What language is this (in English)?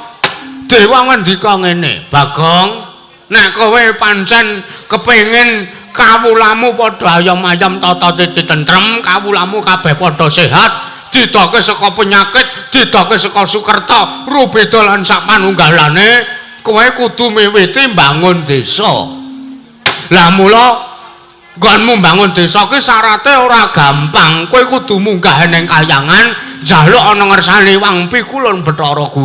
Javanese